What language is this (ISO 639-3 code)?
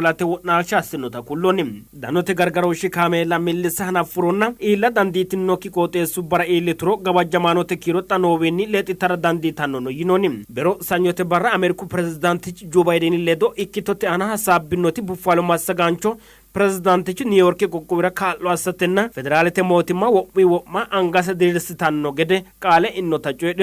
sid